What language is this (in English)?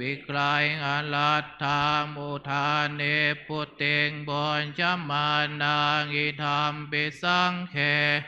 Pali